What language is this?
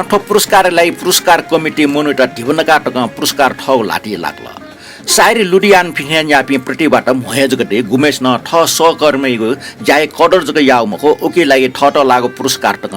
Newari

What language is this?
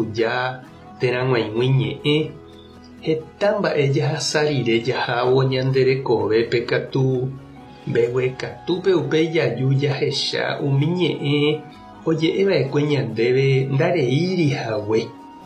Guarani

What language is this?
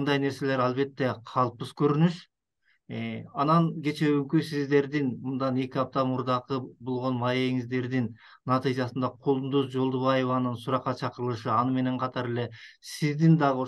Kyrgyz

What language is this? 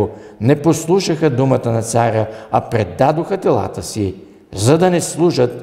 Bulgarian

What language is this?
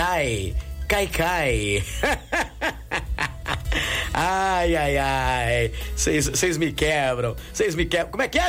Portuguese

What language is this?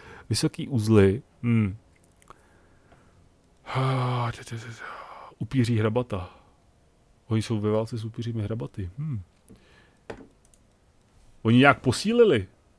Czech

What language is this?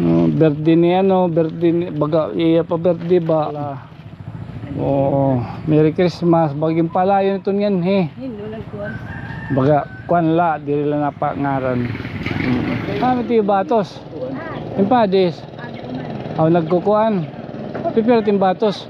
Waray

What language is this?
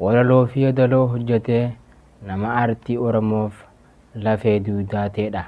Oromo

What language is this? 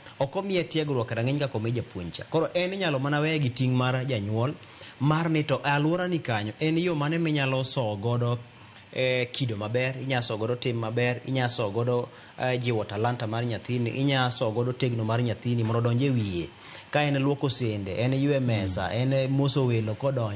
Luo (Kenya and Tanzania)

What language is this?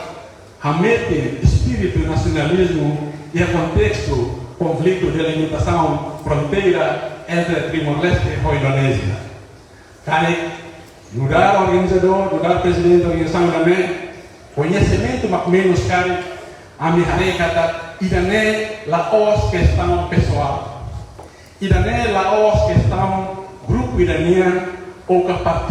Tetum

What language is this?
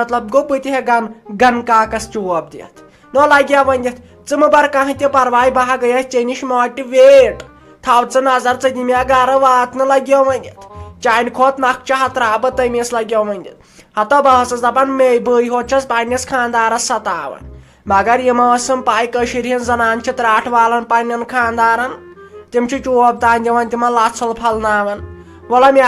Kashmiri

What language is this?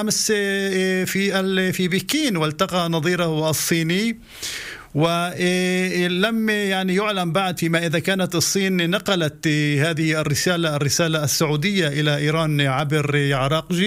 Arabic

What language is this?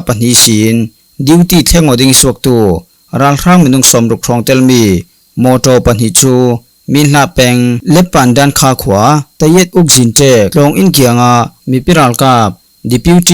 Falam Chin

